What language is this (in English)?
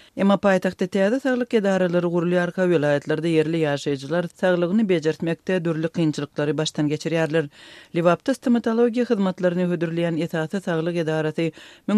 Turkmen